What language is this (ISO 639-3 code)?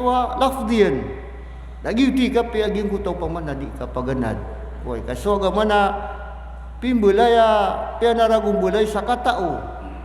mrw